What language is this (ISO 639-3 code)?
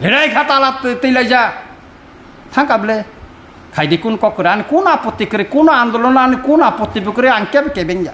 trp